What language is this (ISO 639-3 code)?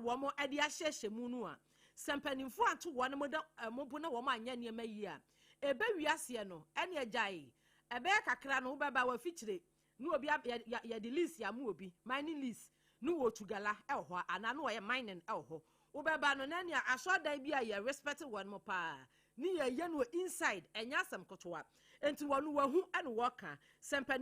aka